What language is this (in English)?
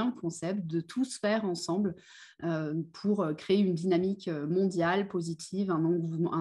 French